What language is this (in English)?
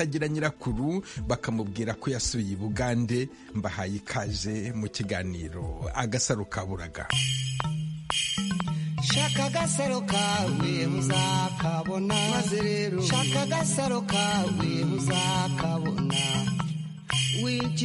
Kinyarwanda